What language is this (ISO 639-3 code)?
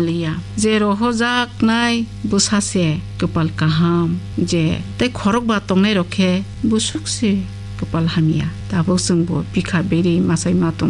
trp